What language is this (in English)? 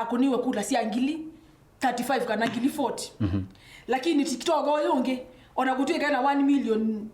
Kamba